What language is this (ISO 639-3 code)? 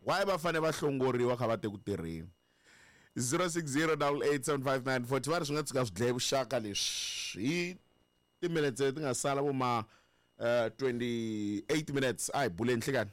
tso